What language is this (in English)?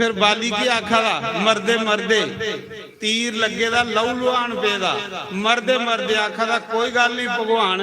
Dogri